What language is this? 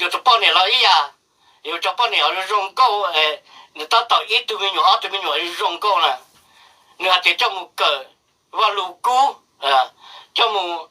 Hmong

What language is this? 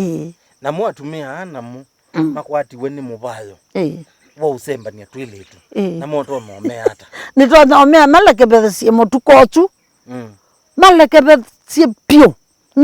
Kamba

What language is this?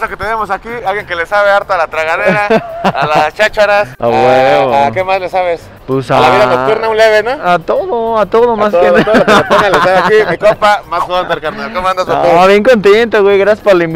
Spanish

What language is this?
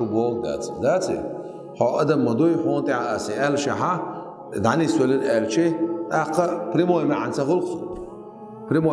Chechen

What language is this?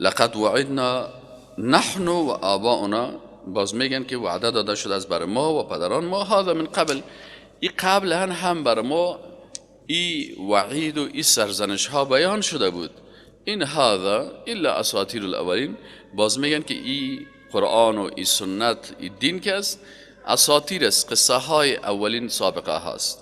Persian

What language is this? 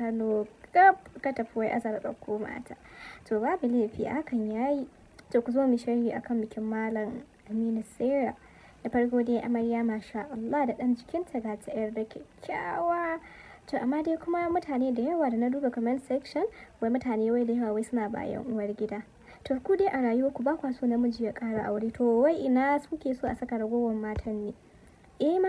Hausa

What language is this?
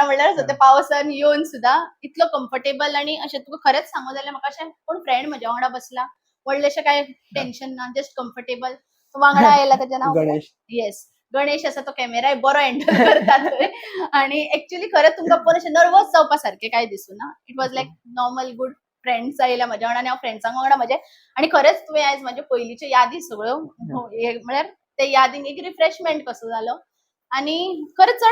Konkani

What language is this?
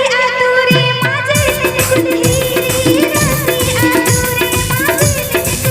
Santali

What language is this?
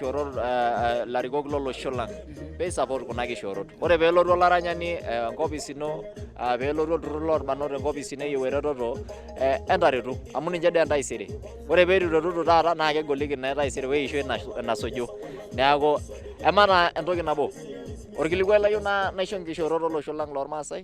Masai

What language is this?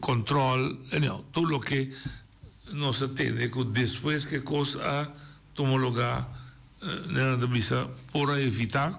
Papiamento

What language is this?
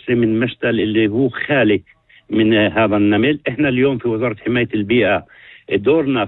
North Levantine Arabic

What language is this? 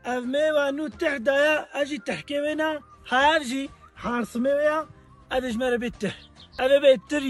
Kurdish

